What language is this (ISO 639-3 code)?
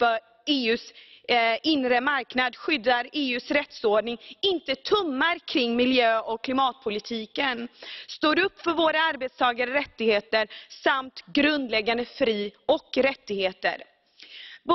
swe